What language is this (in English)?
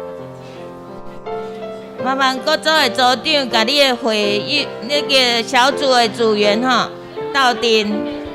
Min Nan Chinese